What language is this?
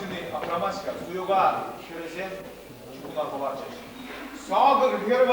Chuvash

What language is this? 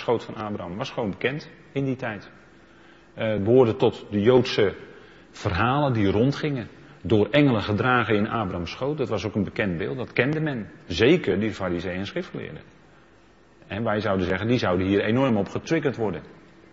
Dutch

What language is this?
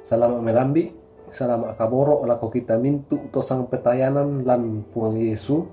Toraja-Sa'dan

